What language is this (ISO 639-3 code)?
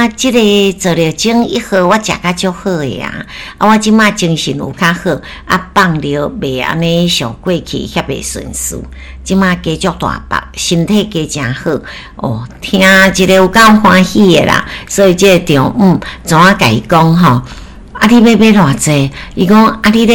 nan